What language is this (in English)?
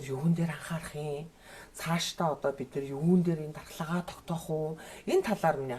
Mongolian